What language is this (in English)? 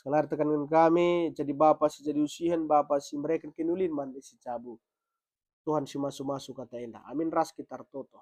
Batak Karo